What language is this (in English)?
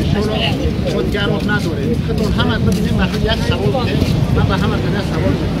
Tajik